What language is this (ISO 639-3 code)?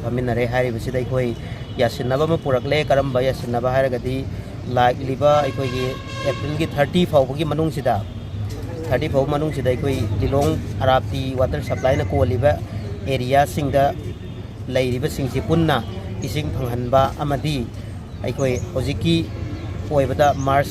mni